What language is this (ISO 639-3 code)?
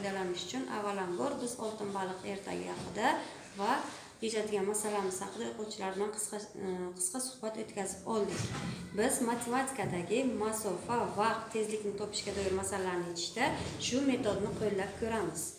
uzb